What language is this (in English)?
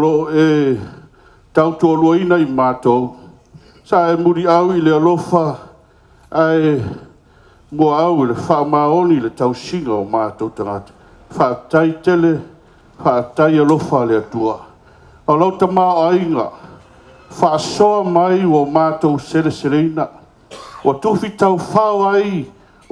Samoan